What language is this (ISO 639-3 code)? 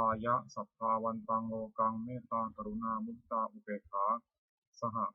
pli